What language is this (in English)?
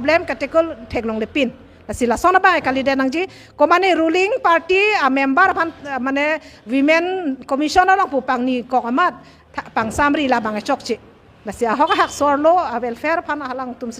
Karbi